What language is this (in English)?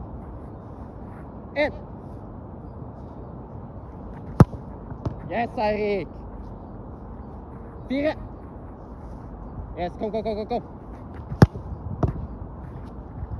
Norwegian